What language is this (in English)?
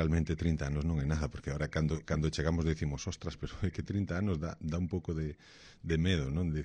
Galician